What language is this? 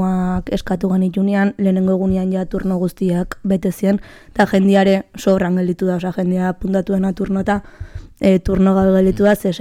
Basque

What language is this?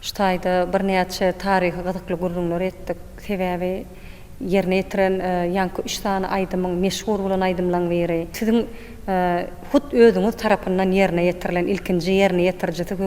Turkmen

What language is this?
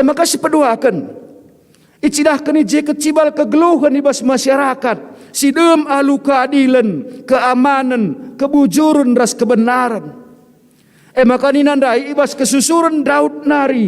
Batak Karo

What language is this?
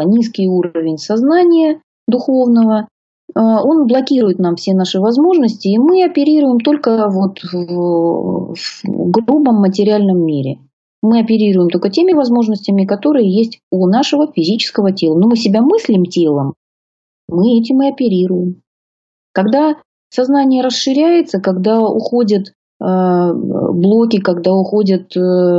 Russian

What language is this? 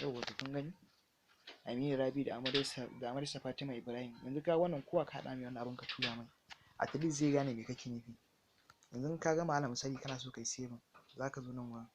Hausa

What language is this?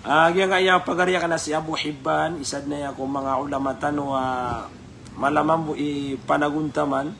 Maranao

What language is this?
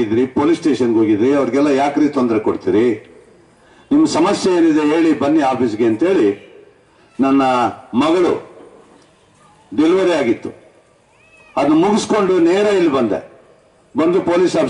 Kannada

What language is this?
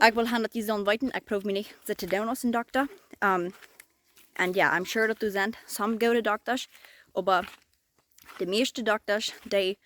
Plautdietsch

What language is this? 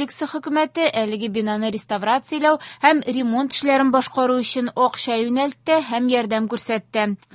Tatar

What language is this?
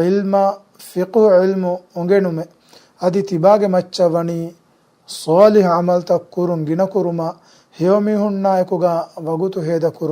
Divehi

